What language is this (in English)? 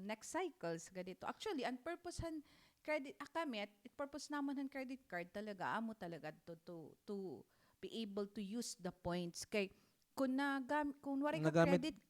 Waray